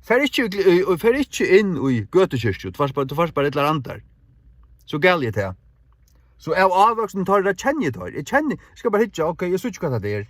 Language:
Faroese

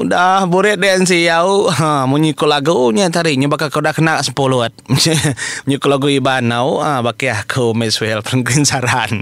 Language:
Iban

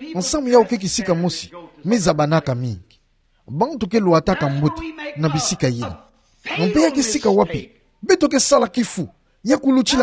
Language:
Kituba (Democratic Republic of Congo)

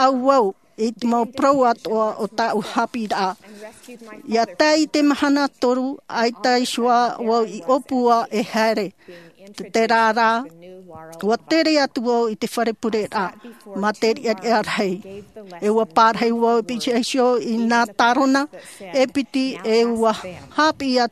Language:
Tahitian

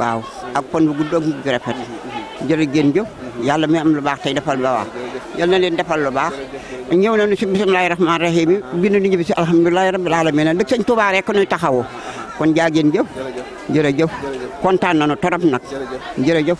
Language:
Wolof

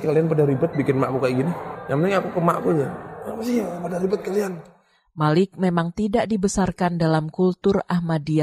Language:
Indonesian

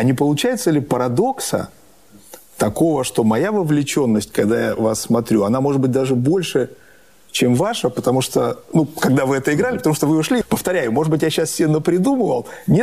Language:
Russian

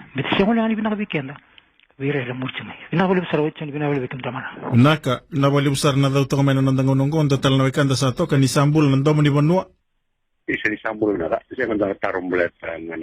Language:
Fijian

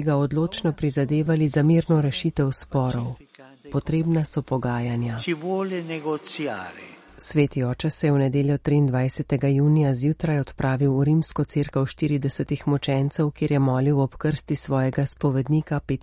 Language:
Slovenian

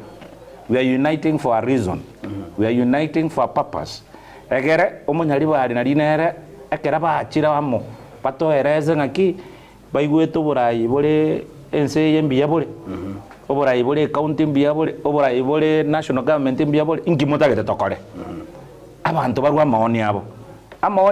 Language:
Gusii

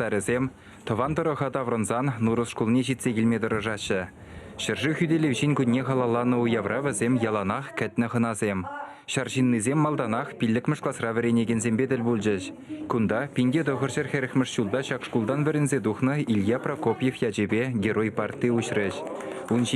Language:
Chuvash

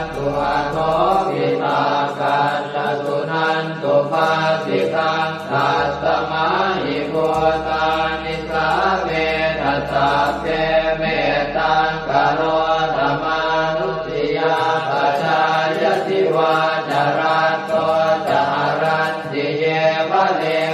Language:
Pali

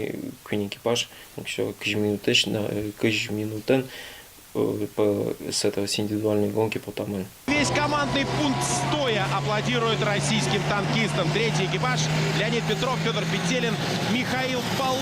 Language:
Udmurt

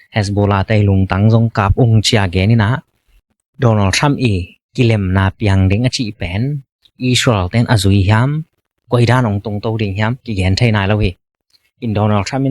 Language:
Tedim Chin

